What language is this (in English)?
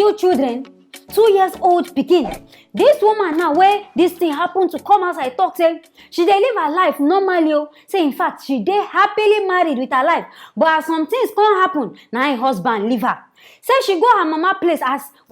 Nigerian Pidgin